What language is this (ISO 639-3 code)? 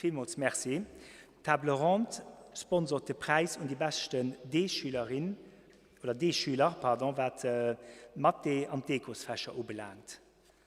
ltz